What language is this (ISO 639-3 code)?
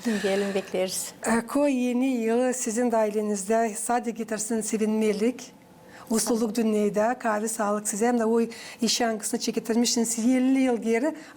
gag